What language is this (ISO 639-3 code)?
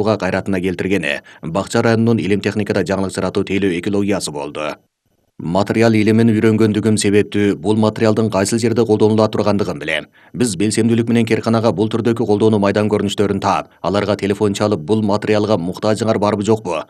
kir